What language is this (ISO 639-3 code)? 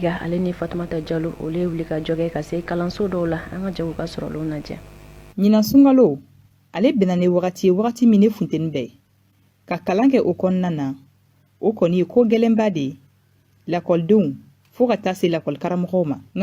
bam